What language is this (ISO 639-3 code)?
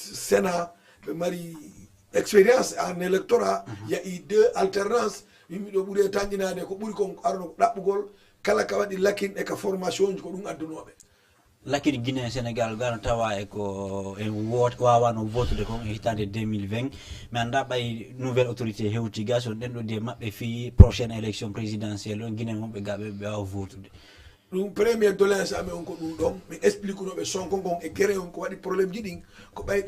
ful